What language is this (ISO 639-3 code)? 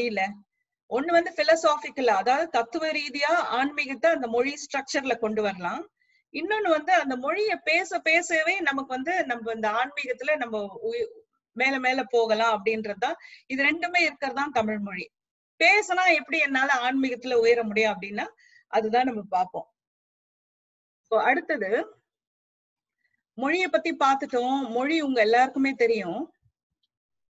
tam